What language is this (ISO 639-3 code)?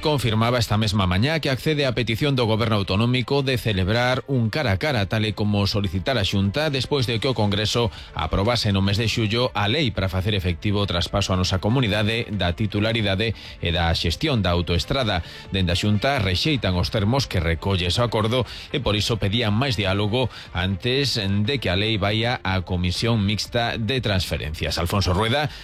glg